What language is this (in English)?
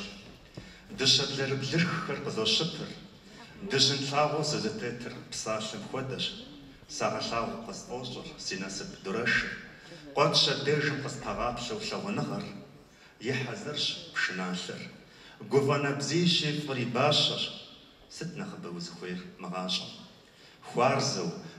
Kabardian